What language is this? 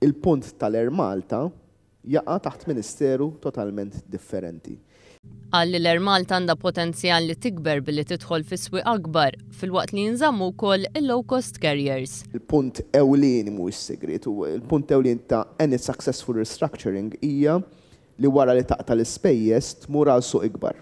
Maltese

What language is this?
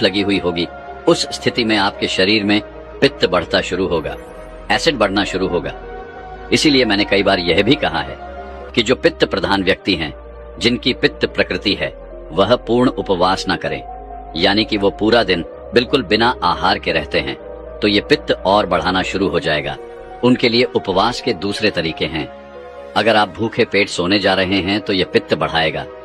Hindi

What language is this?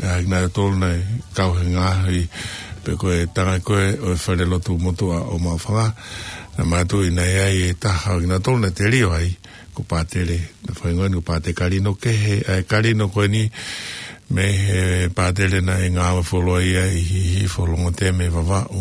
Tongan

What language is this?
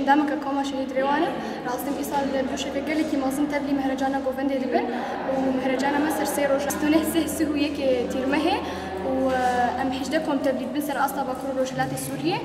Kurdish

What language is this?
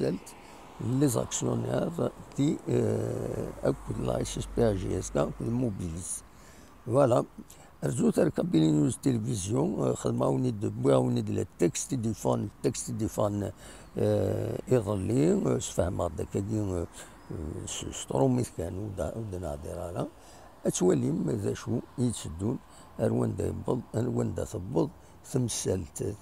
Kabyle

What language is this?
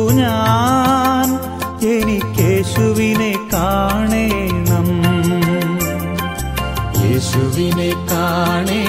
Malayalam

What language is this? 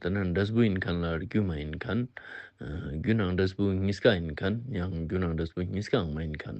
Ladakhi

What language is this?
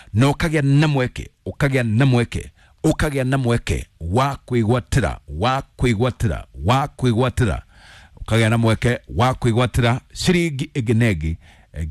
Kikuyu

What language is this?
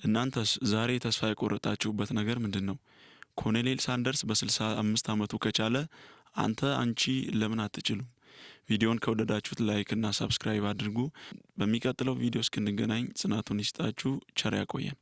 Amharic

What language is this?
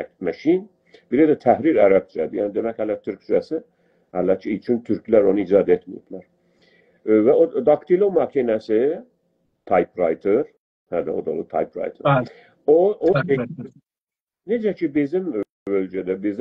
South Azerbaijani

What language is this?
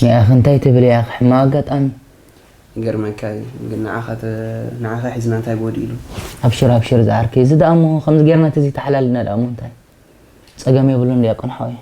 Tigrinya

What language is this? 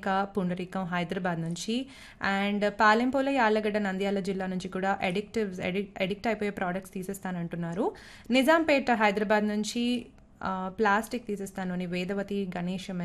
Telugu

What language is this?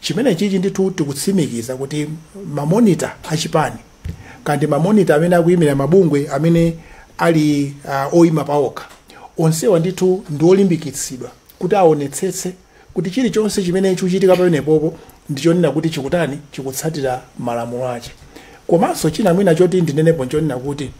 Nyanja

